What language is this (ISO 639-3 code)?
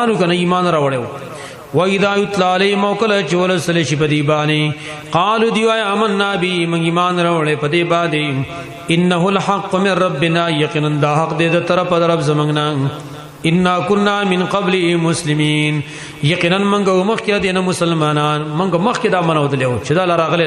pus